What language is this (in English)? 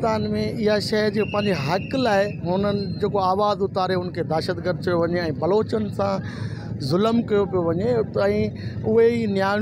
Sindhi